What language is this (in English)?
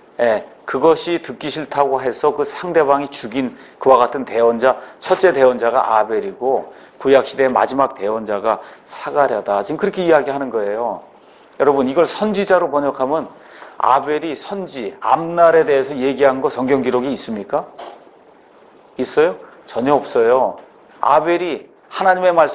Korean